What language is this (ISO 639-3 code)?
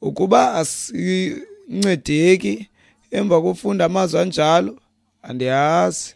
xho